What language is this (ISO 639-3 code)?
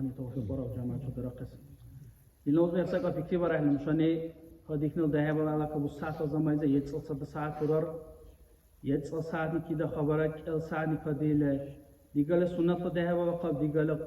dar